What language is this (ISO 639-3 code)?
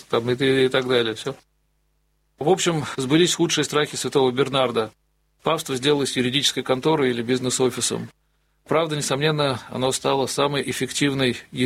rus